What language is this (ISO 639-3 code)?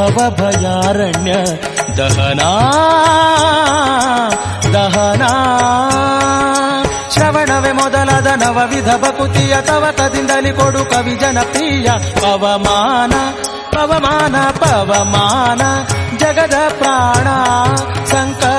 kan